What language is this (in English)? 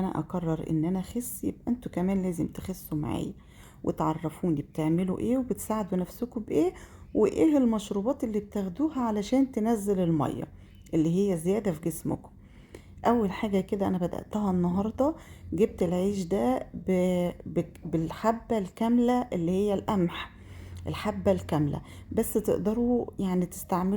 Egyptian Arabic